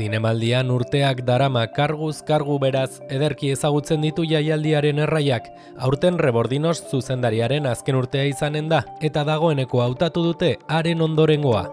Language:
Basque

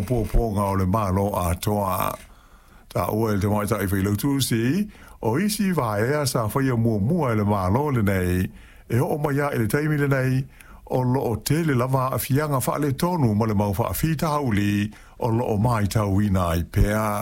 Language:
Samoan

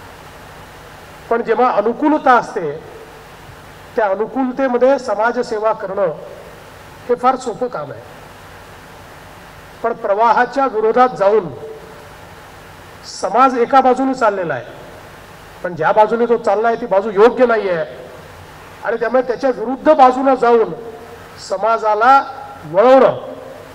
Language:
Marathi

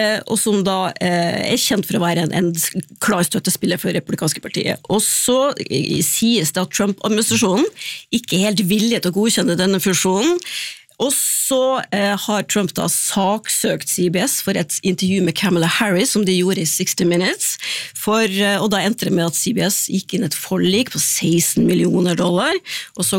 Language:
Norwegian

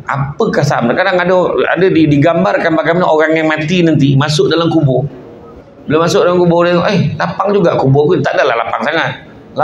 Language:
Malay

